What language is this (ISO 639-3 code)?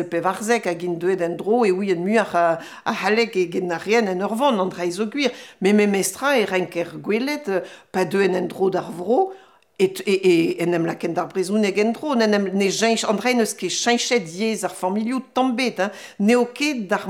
bre